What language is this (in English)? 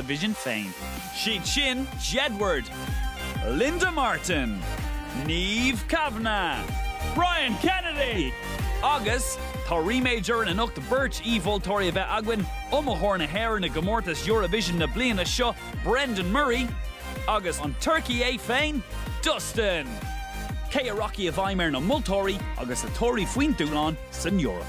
Irish